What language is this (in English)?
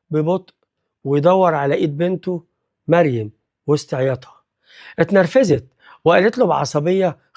Egyptian Arabic